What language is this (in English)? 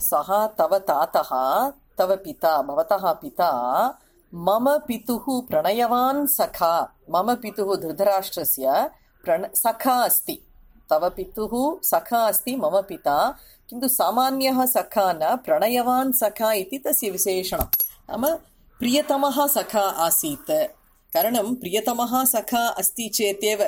Sanskrit